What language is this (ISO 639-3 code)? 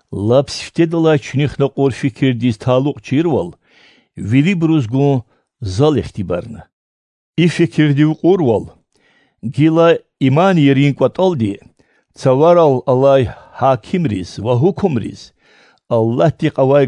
lez